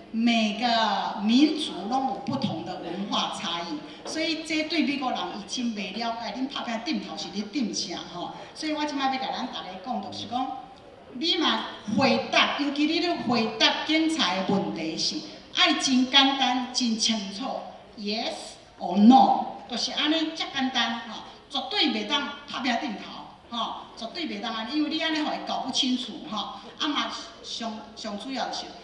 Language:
Min Nan Chinese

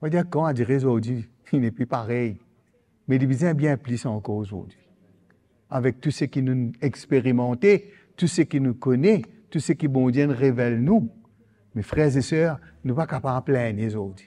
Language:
Morisyen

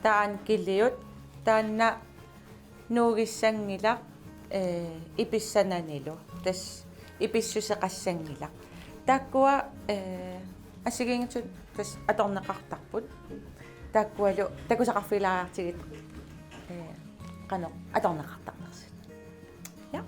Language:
Kalaallisut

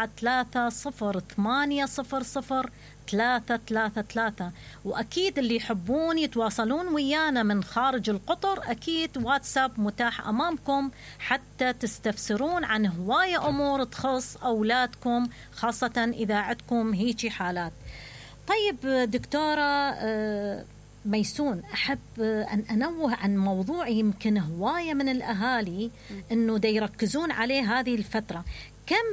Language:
Mesopotamian Arabic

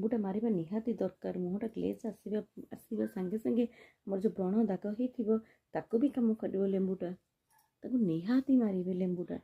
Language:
Odia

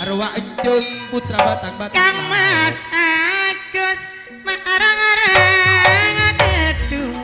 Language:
Madurese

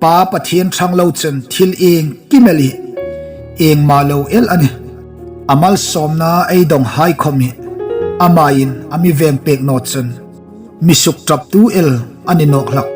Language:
Hmar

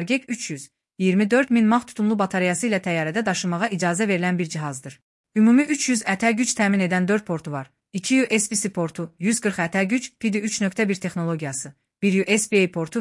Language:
Azerbaijani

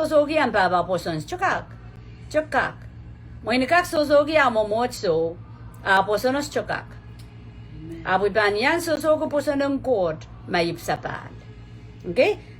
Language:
Pohnpeian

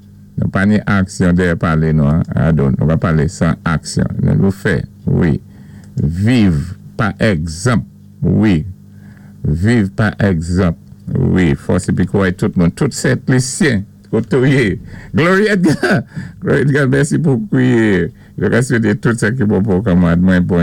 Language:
Saint Lucian Creole French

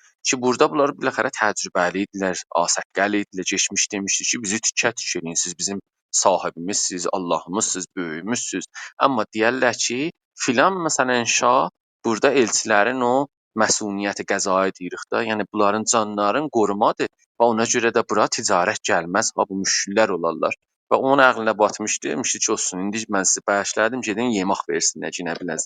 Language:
South Azerbaijani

